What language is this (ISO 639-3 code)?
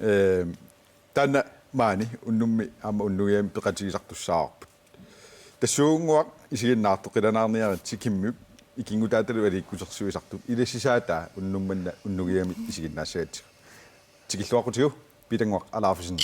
kal